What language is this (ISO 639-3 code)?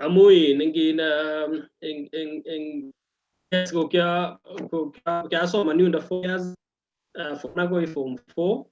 kln